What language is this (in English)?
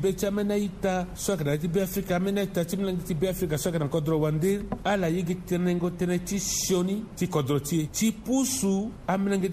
Sango